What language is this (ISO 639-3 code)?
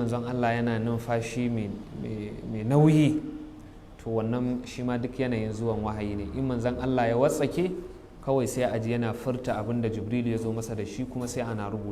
hau